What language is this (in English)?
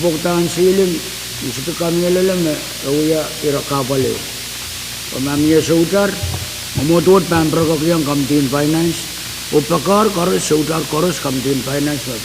Pohnpeian